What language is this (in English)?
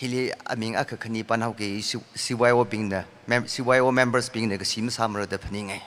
Tangkhul Naga (India)